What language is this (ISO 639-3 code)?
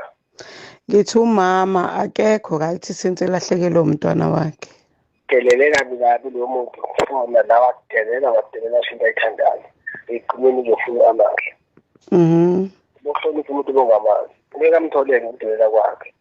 zul